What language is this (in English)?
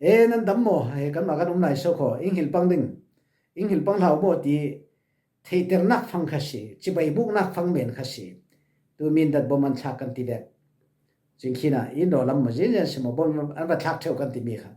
Falam Chin